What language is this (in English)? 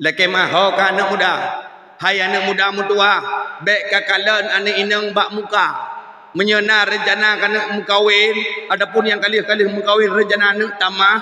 Achinese